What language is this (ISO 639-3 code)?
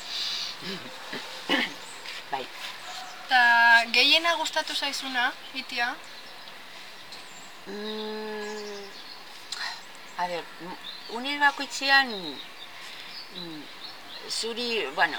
eus